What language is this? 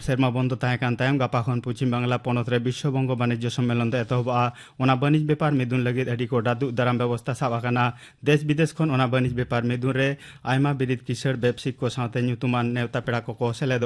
Santali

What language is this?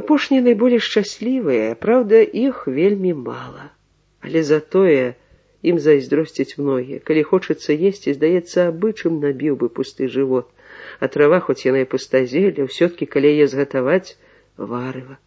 Belarusian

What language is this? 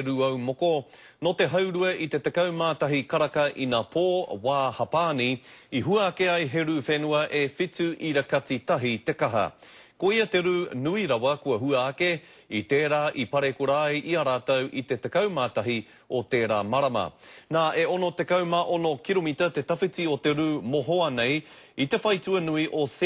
Māori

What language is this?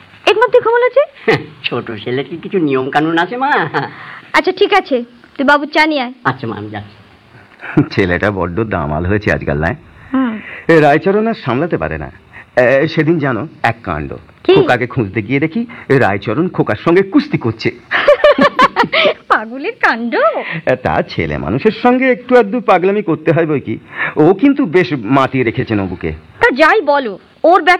Bangla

